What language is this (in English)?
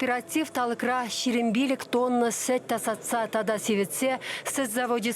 Chuvash